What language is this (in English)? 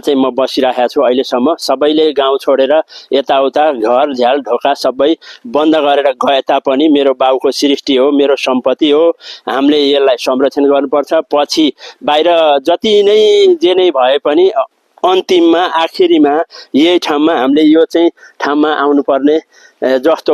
Nepali